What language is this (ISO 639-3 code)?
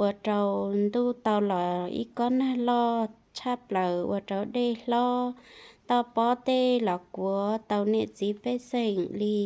hmn